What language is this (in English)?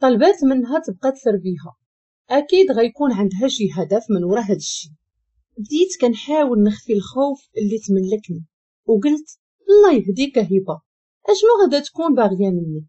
Moroccan Arabic